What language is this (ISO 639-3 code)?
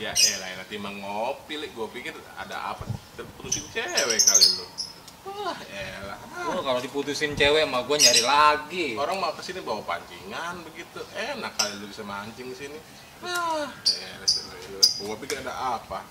bew